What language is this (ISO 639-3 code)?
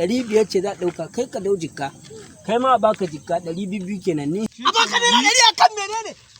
hau